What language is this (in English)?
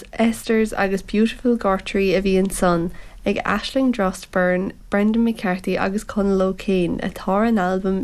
Irish